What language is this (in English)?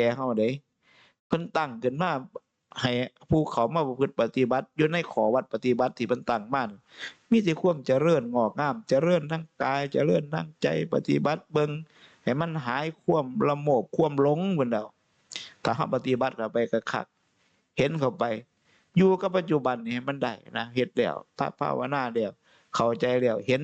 Northeastern Thai